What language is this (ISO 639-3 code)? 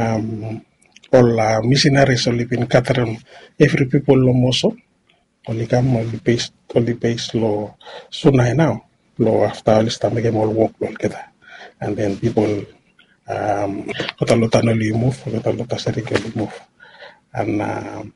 bis